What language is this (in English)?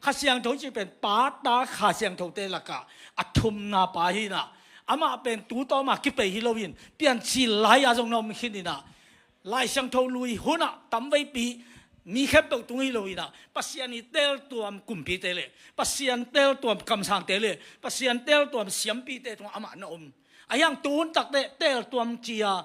Tedim Chin